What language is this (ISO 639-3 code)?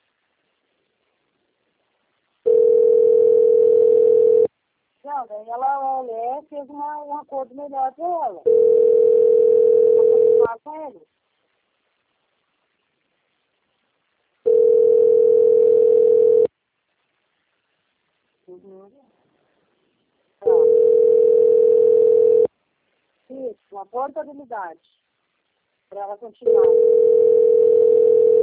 por